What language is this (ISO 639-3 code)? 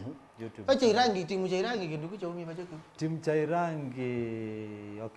kam